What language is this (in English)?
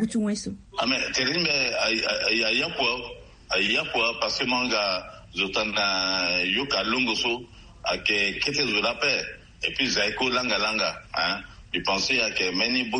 Sango